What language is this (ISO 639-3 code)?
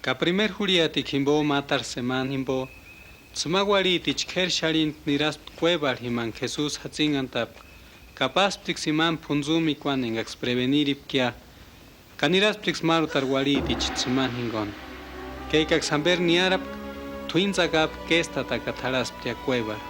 tsz